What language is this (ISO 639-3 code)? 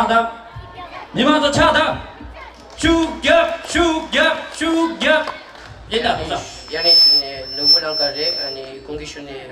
bod